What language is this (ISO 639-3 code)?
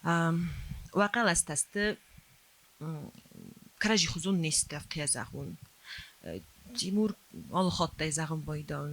oss